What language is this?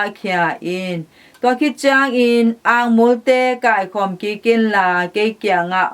Tedim Chin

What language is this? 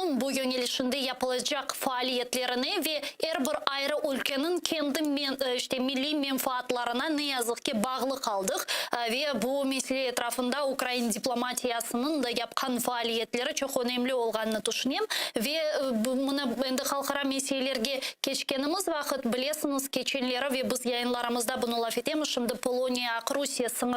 Crimean Tatar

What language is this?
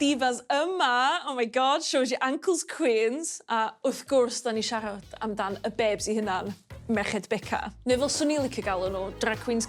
Welsh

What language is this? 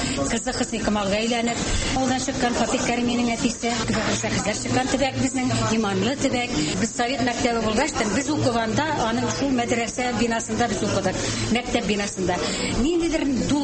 Tatar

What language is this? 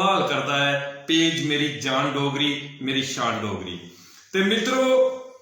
Dogri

